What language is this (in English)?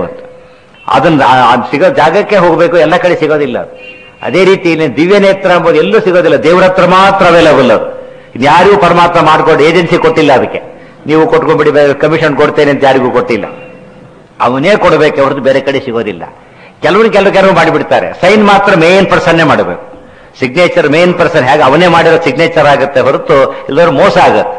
Kannada